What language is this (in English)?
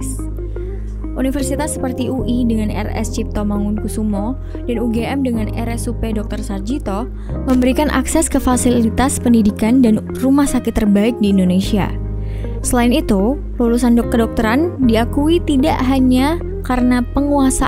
Indonesian